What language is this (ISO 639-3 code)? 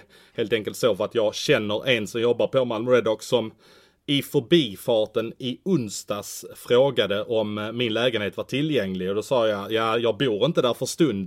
swe